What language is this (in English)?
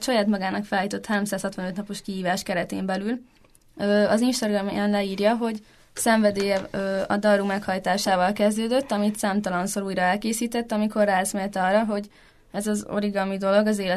Hungarian